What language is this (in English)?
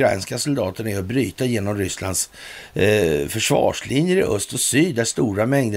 Swedish